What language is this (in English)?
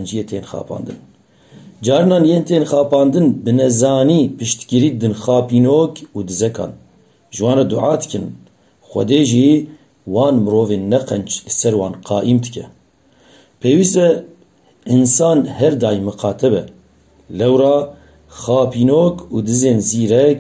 Kurdish